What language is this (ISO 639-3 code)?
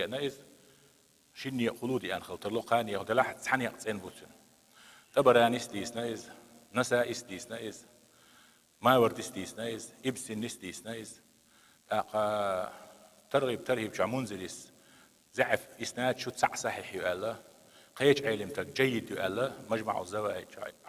che